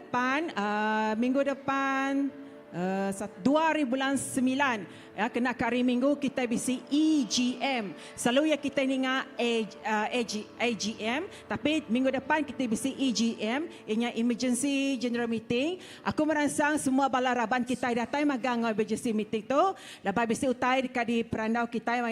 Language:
Iban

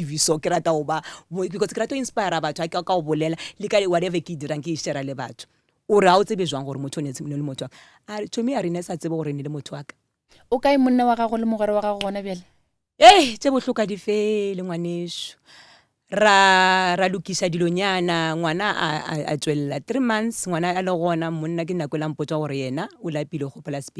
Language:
Northern Sotho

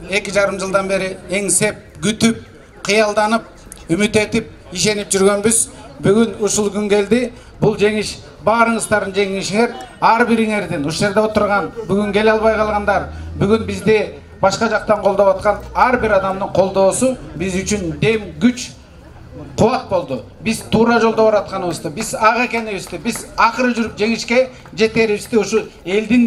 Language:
Kyrgyz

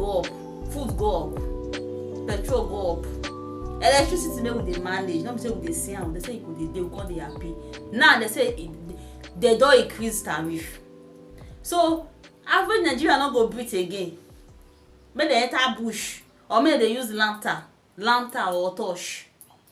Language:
Nigerian Pidgin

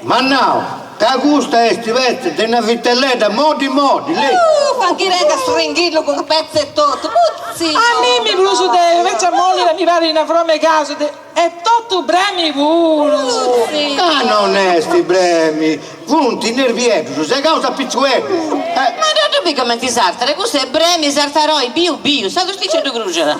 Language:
Sardinian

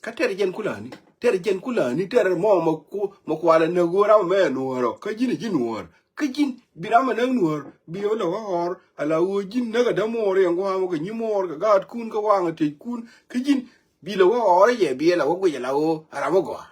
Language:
Nuer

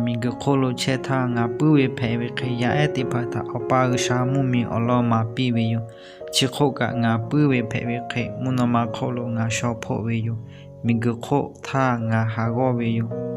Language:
Lahu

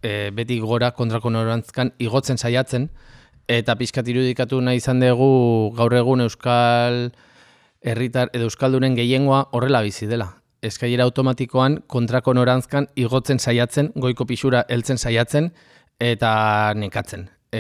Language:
Basque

